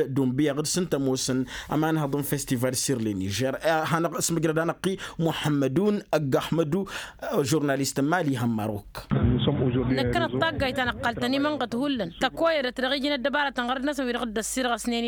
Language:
Tamasheq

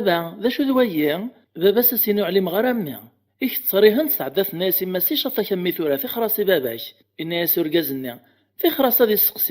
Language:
Kabyle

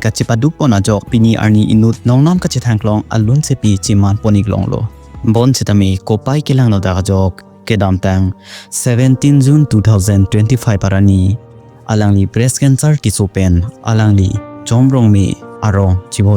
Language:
Karbi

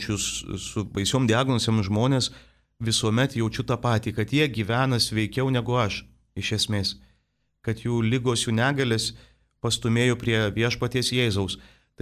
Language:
Lithuanian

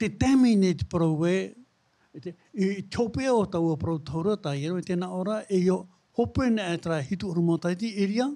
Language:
Tahitian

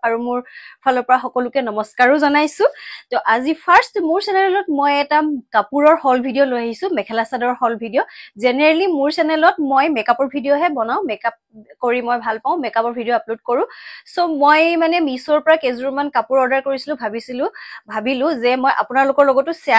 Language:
Assamese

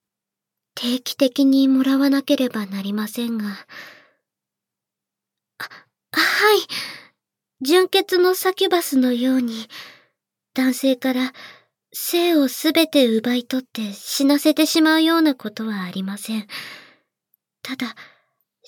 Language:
Japanese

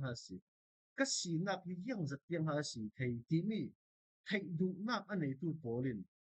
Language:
Falam Chin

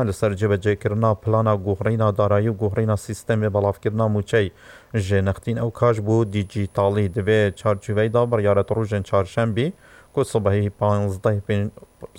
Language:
Kurdish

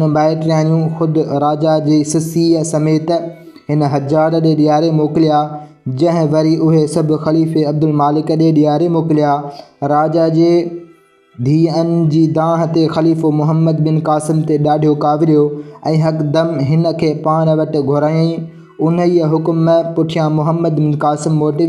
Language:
Sindhi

